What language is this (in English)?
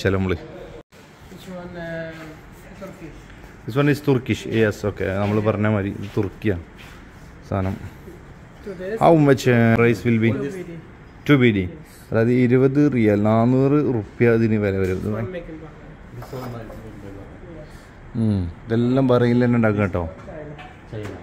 Malayalam